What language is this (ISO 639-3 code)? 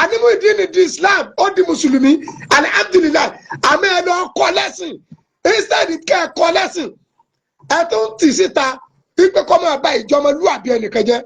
yor